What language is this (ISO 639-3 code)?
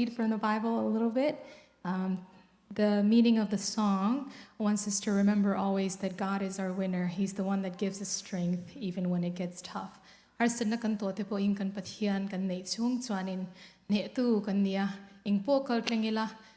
cnh